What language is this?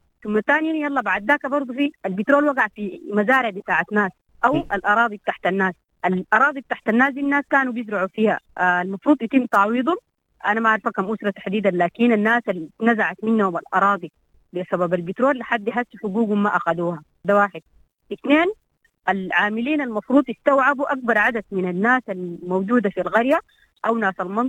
Sudanese Arabic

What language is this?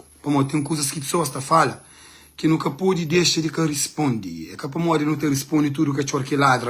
Kabuverdianu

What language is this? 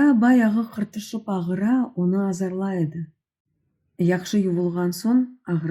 Crimean Tatar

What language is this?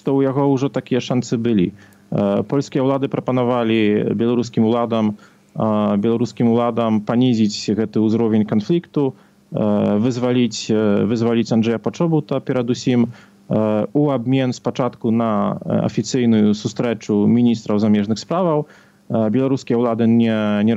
Belarusian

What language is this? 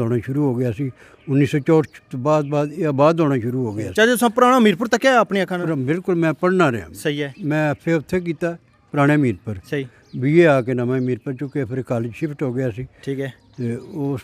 Pahari-Potwari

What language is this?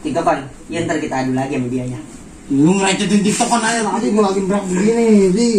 Betawi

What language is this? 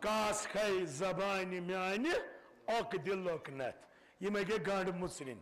Kashmiri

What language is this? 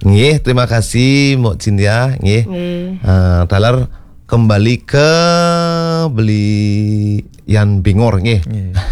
Balinese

